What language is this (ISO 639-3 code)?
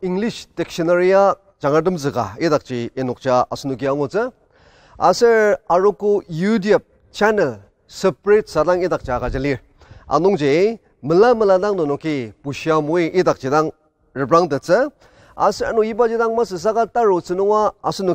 njo